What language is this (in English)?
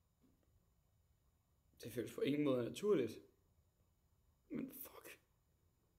Danish